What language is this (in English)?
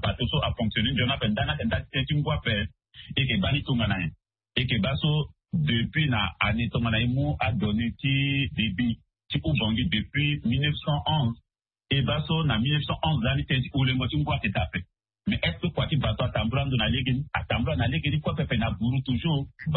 Sango